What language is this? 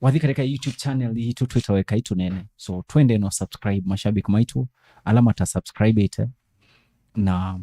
Kamba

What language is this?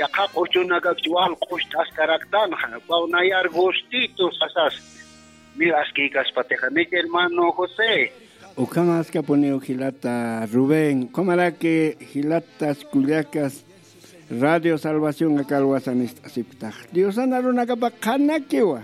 Aymara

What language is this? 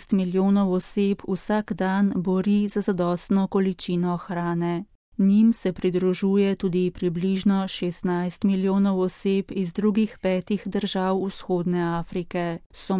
Slovenian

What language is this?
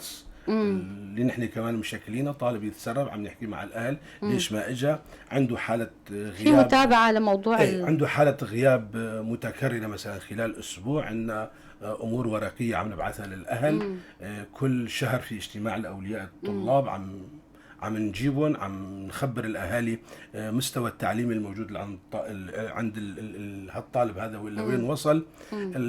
North Levantine Arabic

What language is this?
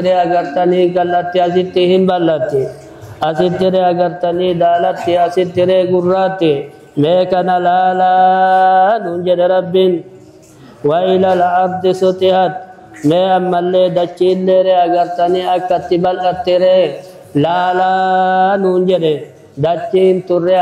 Oromo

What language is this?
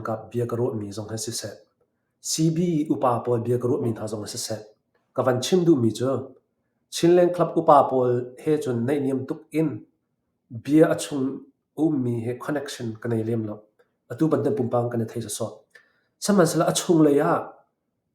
Hakha Chin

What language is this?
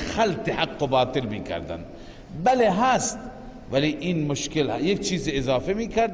Persian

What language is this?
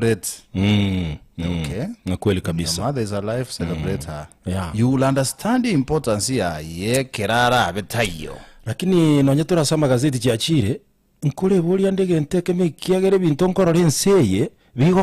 Gusii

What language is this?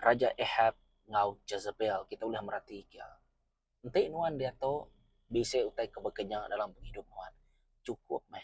Iban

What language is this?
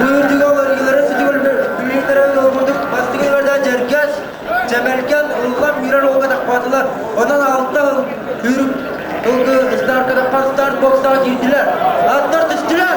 Yakut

